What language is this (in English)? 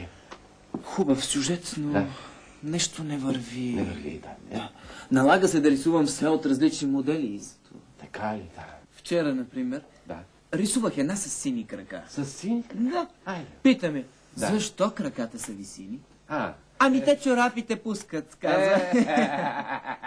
Bulgarian